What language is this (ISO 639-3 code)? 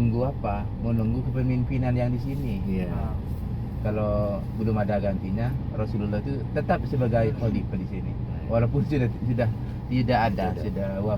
bjn